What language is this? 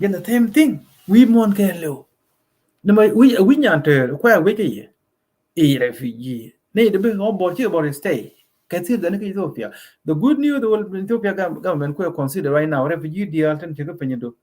Nuer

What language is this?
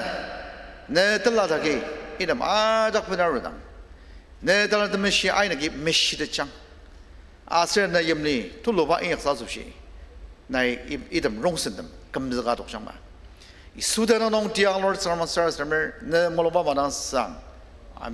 Ao Naga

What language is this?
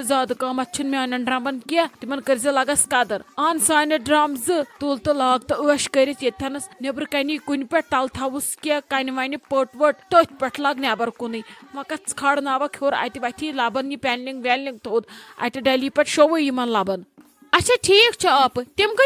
Kashmiri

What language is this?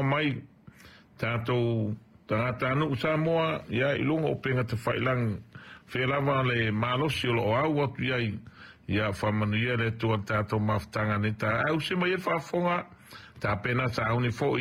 Samoan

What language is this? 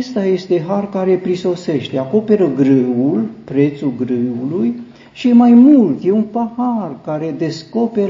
Romanian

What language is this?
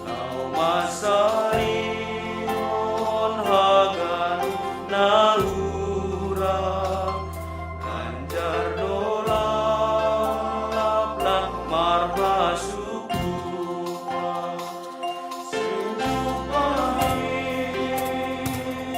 Batak Simalungun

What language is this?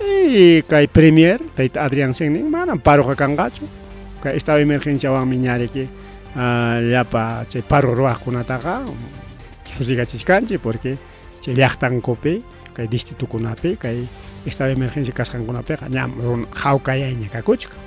Ayacucho Quechua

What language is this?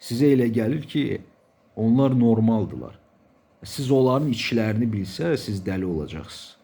Azerbaijani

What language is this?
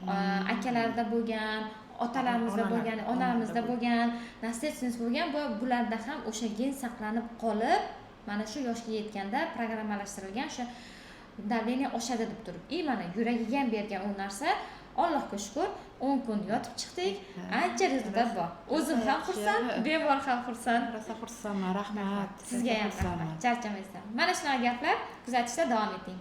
Uzbek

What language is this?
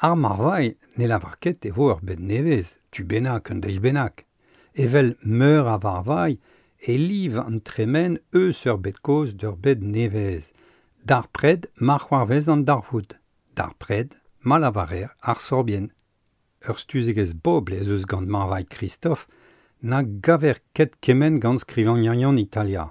Breton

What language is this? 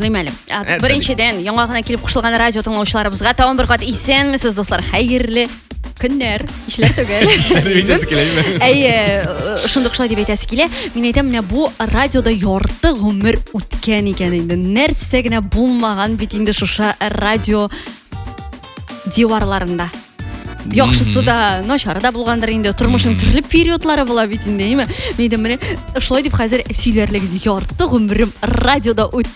Tatar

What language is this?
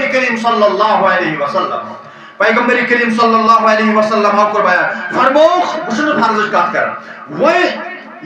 Kashmiri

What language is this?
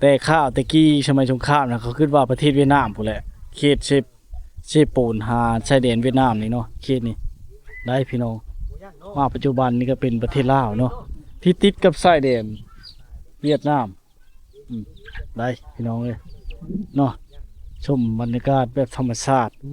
Lao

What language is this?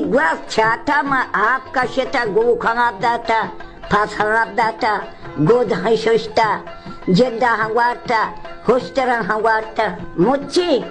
Baluchi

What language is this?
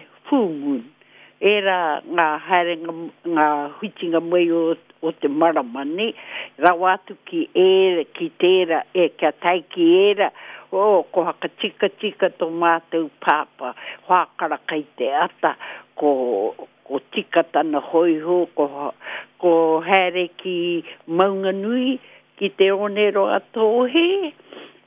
Māori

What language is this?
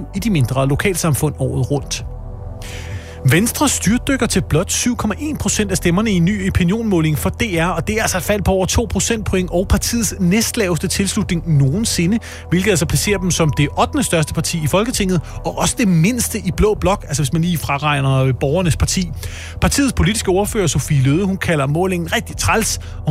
Danish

